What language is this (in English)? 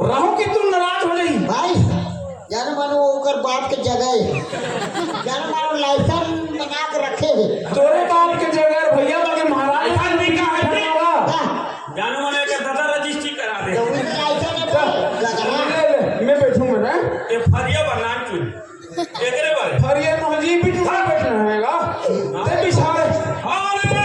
Chhattisgarhi